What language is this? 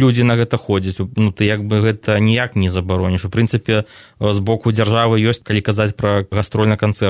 Belarusian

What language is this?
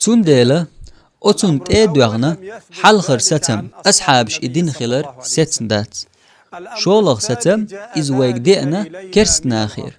Chechen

